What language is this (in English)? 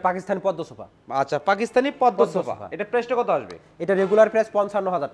Bangla